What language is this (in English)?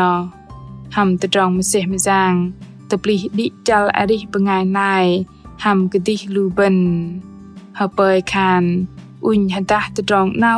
Bahnar